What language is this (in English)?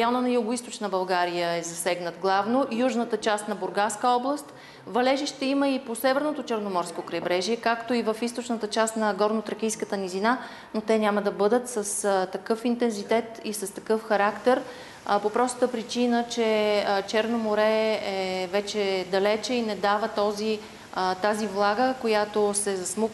Bulgarian